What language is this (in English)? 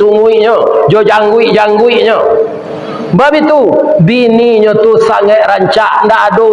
Minangkabau